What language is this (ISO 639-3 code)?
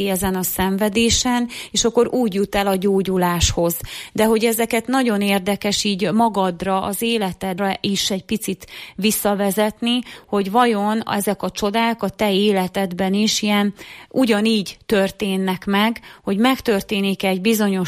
hun